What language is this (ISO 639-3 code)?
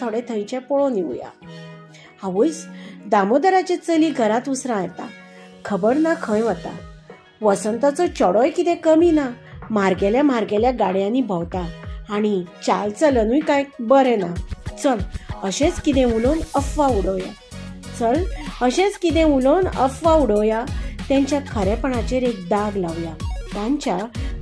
kok